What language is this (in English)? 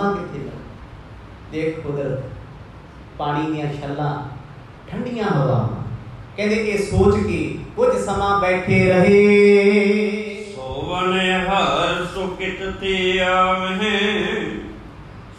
Punjabi